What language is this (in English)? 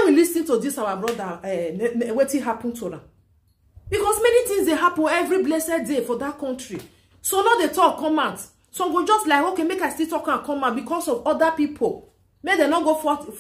Nigerian Pidgin